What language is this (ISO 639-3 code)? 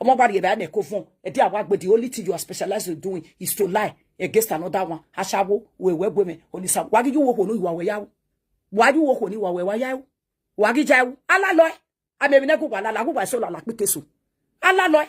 pcm